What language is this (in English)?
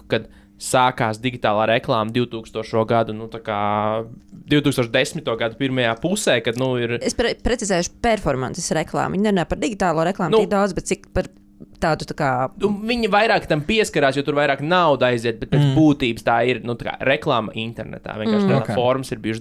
Latvian